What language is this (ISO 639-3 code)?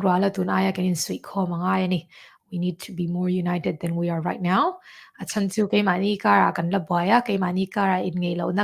cnh